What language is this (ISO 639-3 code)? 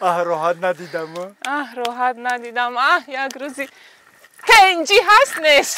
tgk